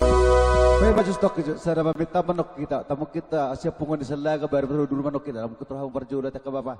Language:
Batak Toba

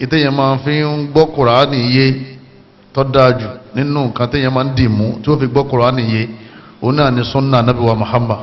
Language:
Yoruba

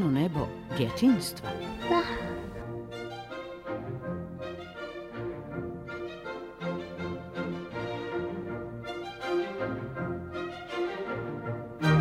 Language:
Serbian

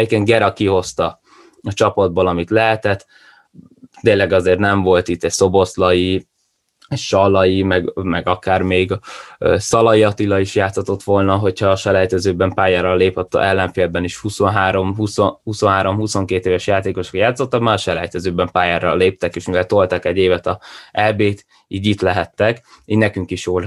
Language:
Hungarian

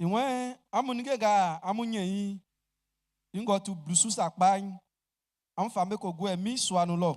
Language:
Baoulé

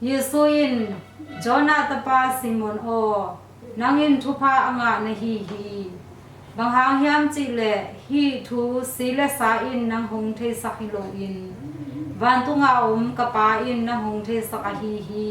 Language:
Tedim Chin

